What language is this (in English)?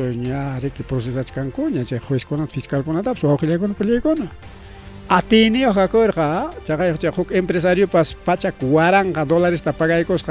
Ayacucho Quechua